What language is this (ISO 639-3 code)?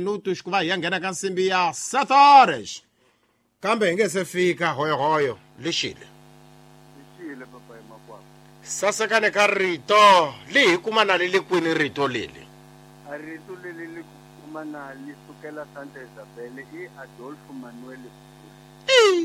tso